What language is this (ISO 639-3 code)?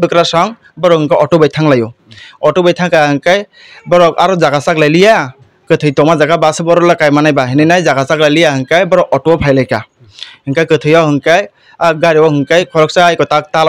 trp